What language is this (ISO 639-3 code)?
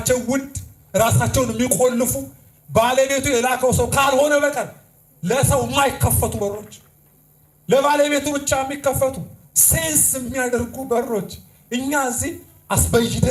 amh